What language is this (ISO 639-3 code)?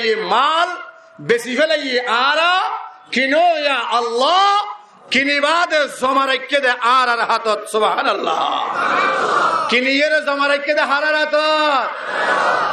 rhg